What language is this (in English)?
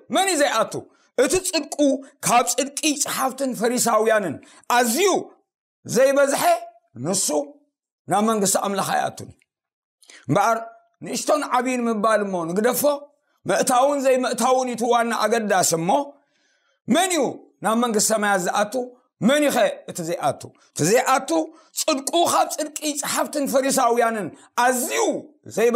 Tigrinya